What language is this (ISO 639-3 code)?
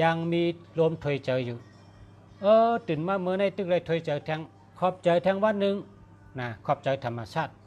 shn